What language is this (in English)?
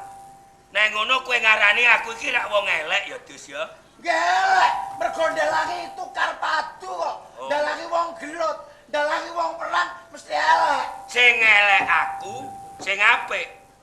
Javanese